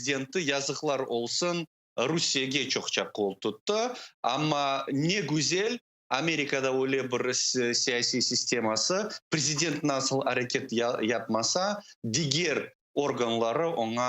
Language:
Crimean Tatar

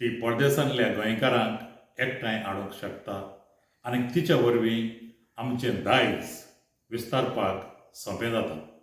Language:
Konkani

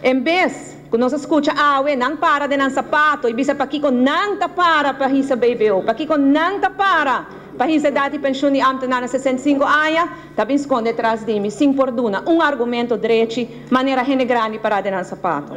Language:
Papiamento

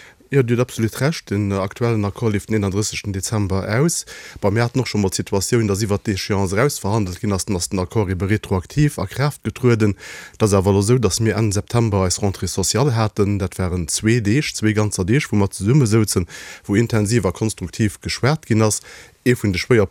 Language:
Luxembourgish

